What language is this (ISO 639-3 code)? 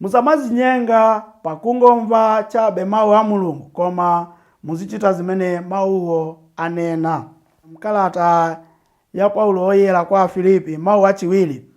nya